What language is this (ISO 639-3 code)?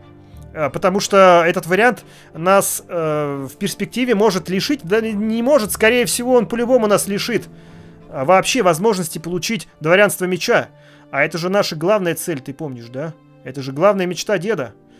rus